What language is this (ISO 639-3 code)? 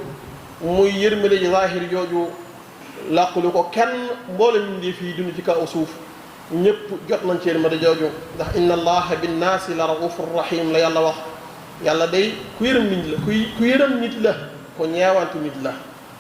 wol